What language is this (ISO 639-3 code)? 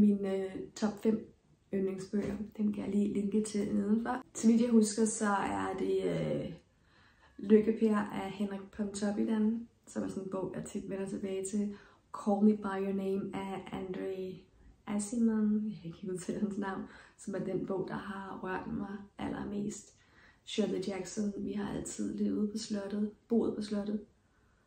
dan